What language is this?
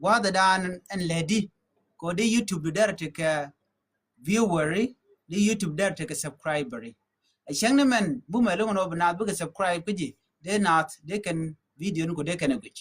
Nuer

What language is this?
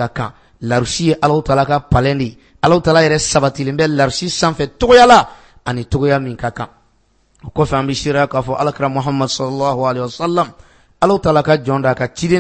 Bambara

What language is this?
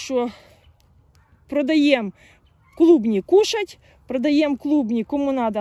Ukrainian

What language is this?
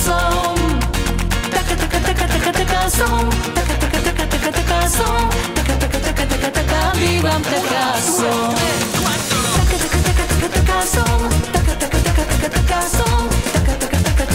Slovak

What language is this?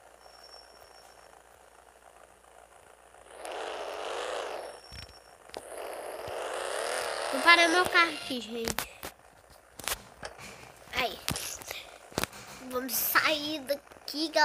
Portuguese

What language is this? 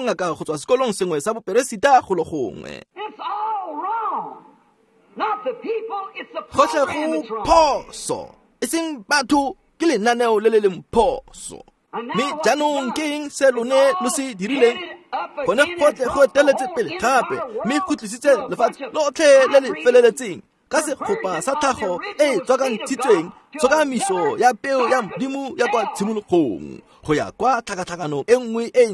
Tswana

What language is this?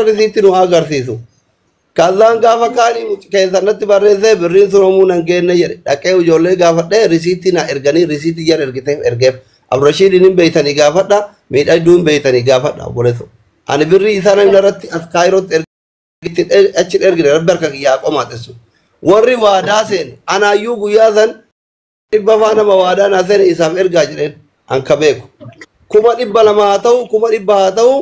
Oromo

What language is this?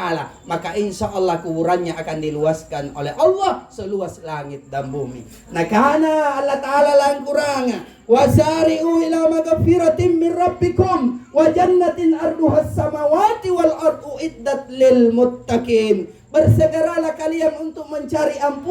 Makasar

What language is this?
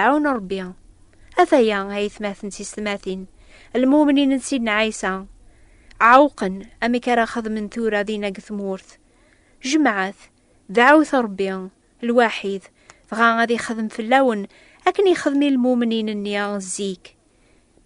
Kabyle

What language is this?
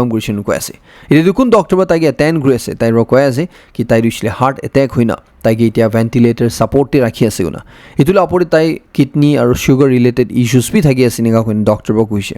Naga Pidgin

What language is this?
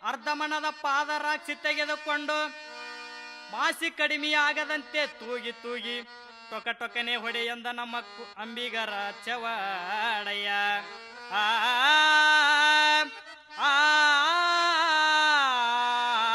Kannada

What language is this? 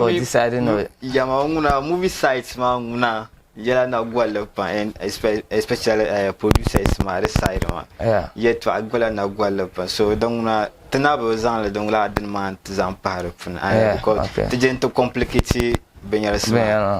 Dagbani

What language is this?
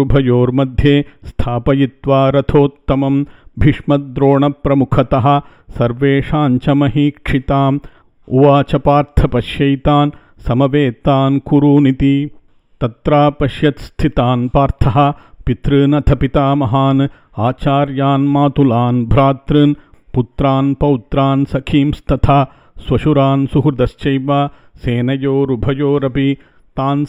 Sanskrit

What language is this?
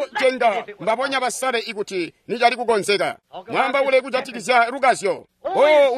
Tonga (Zambia)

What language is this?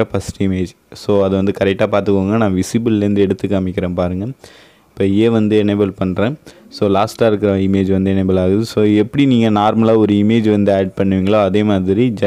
Tamil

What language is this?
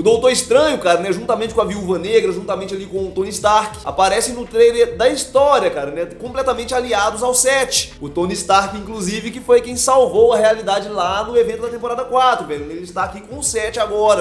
Portuguese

